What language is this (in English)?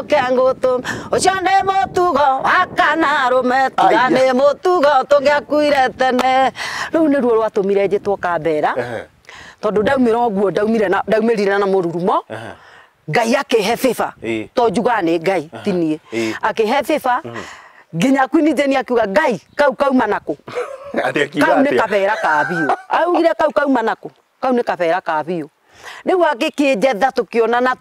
Kikuyu